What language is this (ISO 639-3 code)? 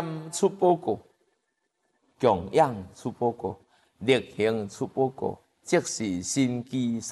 zho